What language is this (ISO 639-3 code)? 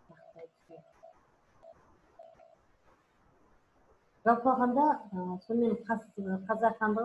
kaz